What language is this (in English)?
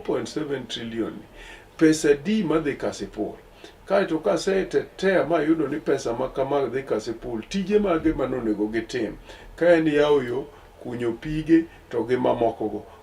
Luo (Kenya and Tanzania)